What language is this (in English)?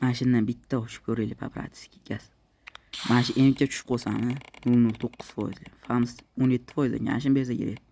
Uzbek